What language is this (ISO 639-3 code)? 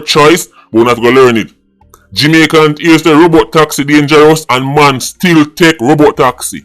jam